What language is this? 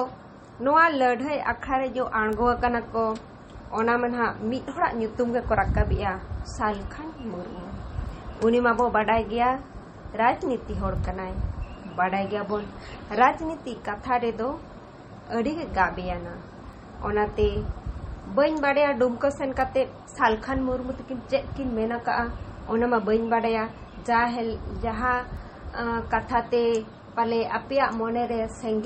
Santali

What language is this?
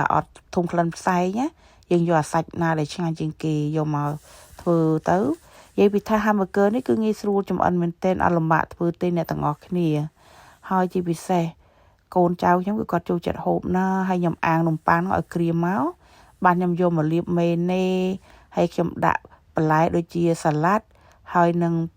Khmer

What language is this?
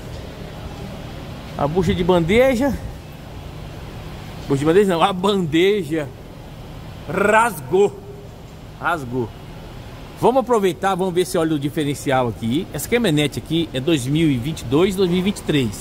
Portuguese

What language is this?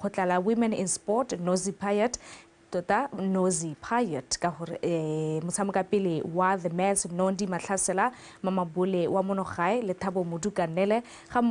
Tswana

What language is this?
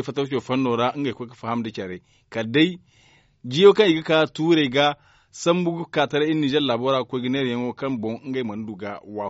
Zarma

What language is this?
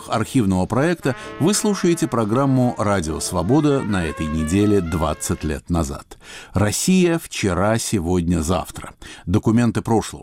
Russian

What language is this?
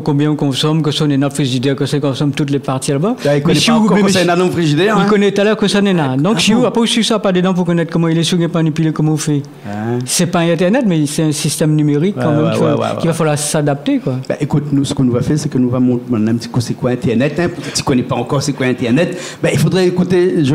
Réunion Creole French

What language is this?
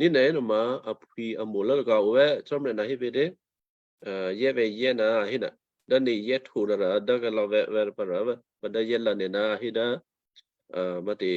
Western Kayah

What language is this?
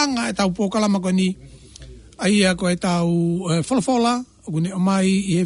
Tongan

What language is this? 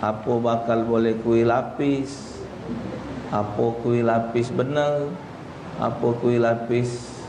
Musi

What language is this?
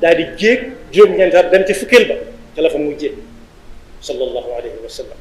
Wolof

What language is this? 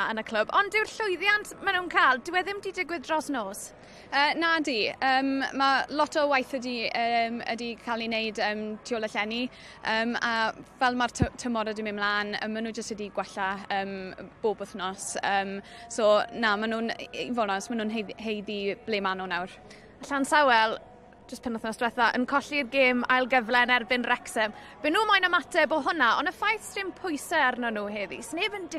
Welsh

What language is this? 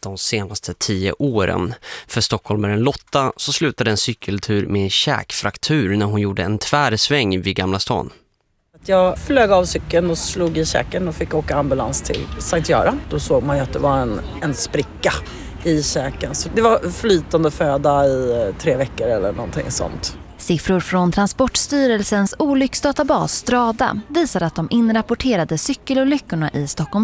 Swedish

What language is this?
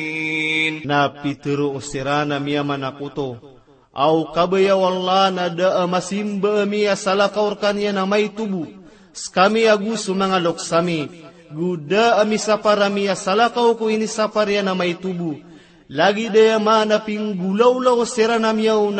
Maranao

